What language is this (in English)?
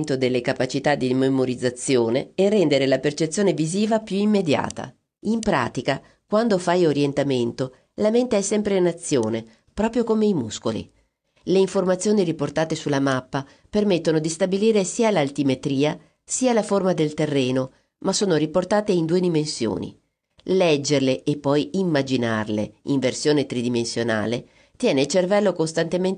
Italian